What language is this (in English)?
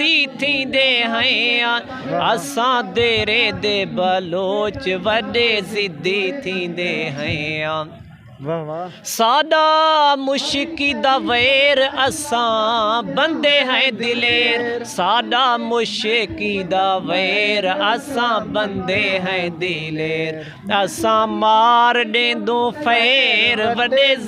Saraiki